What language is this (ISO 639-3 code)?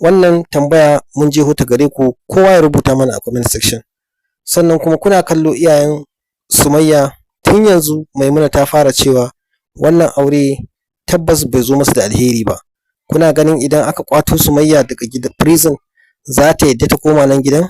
hau